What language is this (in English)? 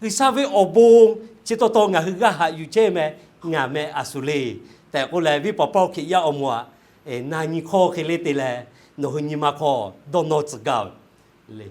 Lahu